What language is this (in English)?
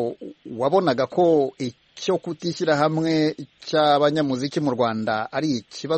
Kinyarwanda